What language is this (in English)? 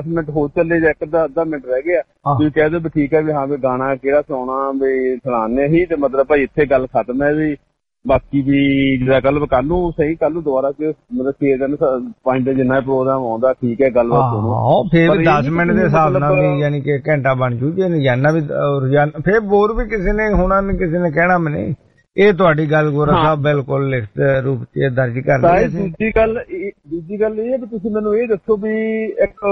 Punjabi